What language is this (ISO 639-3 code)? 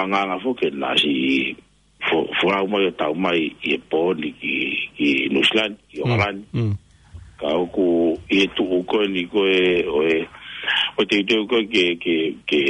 ton